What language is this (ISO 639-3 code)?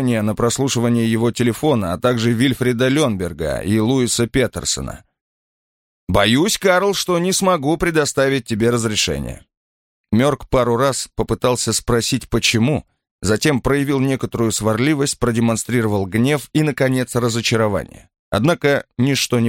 rus